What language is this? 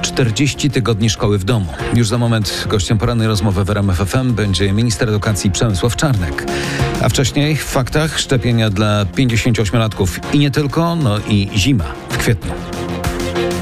Polish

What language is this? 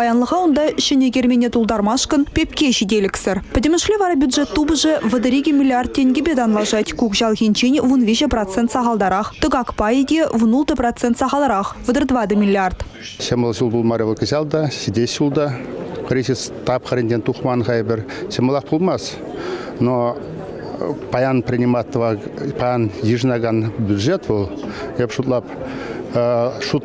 Chuvash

